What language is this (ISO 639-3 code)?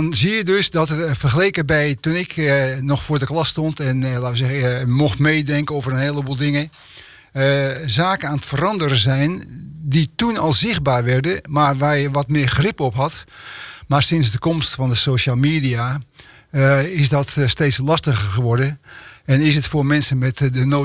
nld